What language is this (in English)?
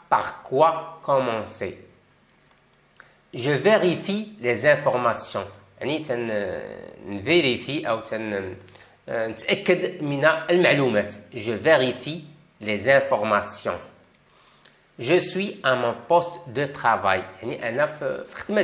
Moroccan Arabic